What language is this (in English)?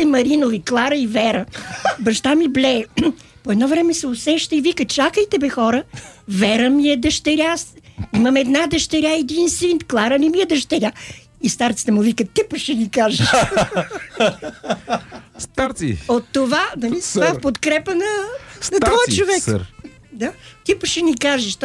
Bulgarian